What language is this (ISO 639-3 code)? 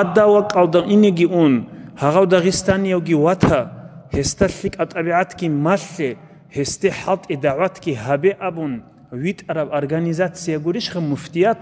ava